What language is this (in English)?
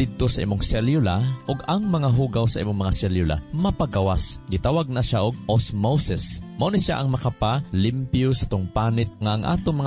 Cebuano